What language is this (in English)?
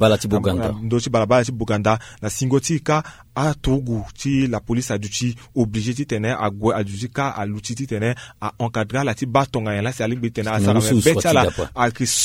Sango